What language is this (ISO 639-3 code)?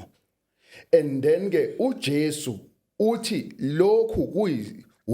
zul